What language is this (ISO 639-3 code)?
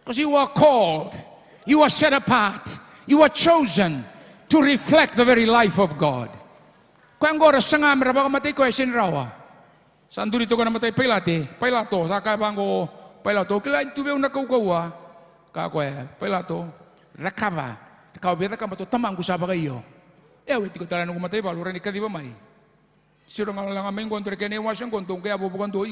fij